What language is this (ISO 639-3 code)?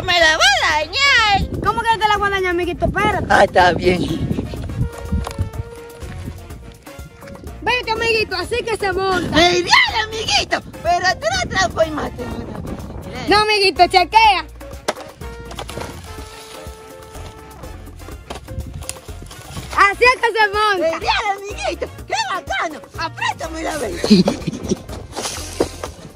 spa